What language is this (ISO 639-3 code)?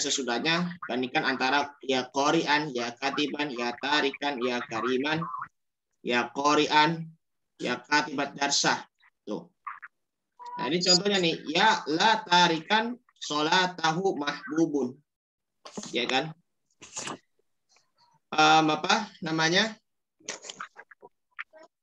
ind